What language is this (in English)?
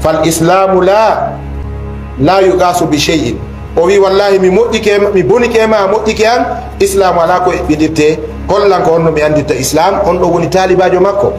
Fula